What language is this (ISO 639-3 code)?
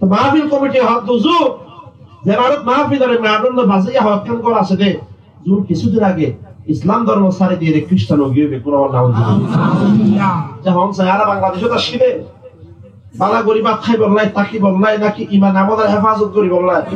rhg